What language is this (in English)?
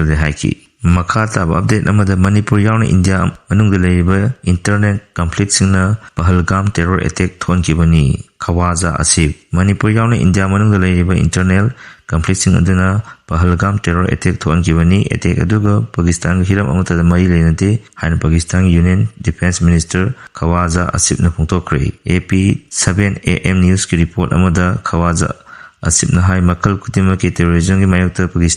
Manipuri